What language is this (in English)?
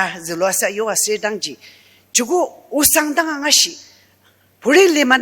Ao Naga